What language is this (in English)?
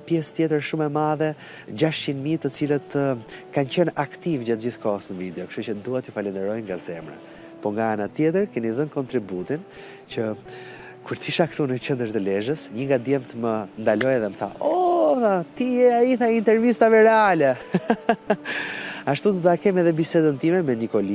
Albanian